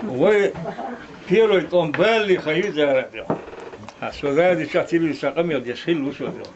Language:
Chechen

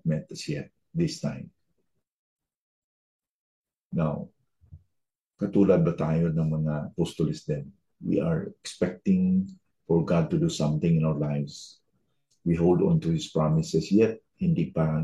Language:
Filipino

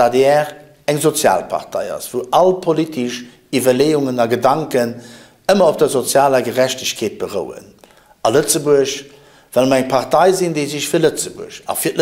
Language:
Luxembourgish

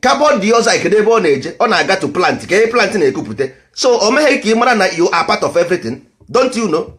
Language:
Igbo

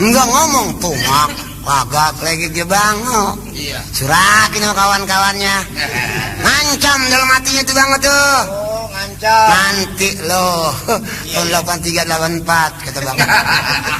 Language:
Betawi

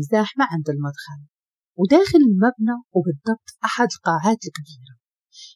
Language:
Moroccan Arabic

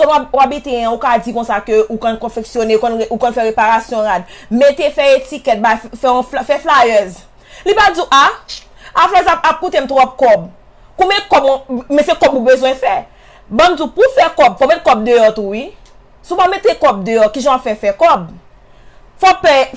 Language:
Haitian Creole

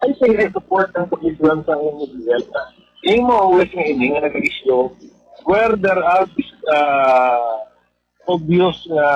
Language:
Hiligaynon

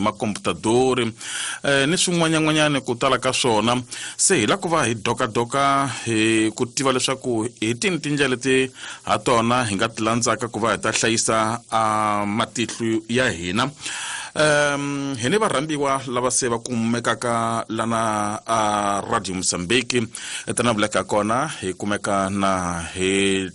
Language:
Tsonga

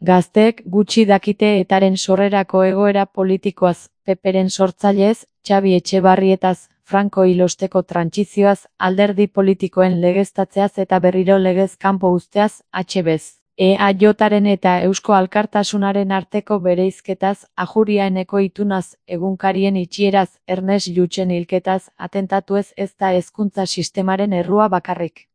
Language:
Basque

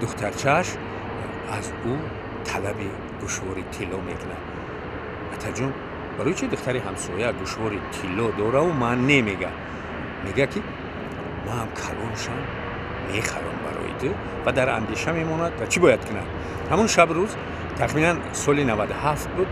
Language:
Tajik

